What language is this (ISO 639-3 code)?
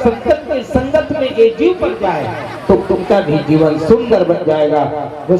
hne